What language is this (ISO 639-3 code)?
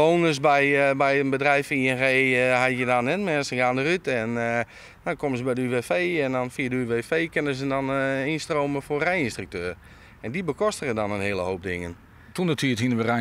fry